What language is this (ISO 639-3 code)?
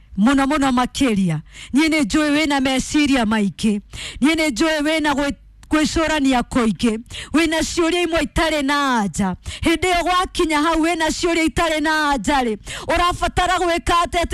kik